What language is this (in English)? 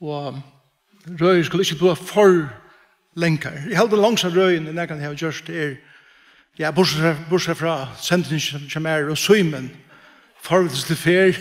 Faroese